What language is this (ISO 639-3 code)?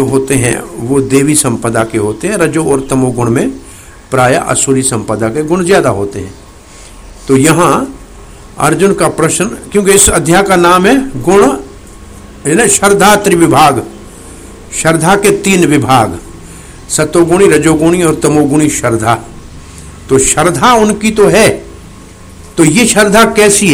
hin